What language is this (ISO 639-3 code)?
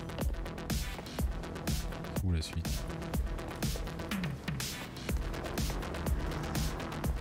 fra